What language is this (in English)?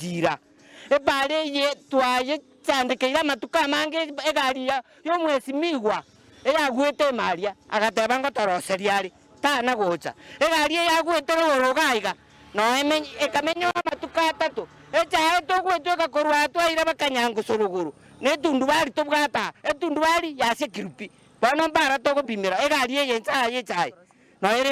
Gusii